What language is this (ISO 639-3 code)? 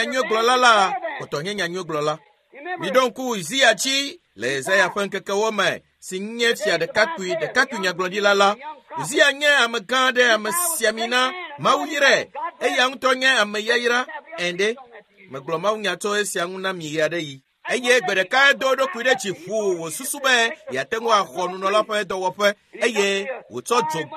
ewe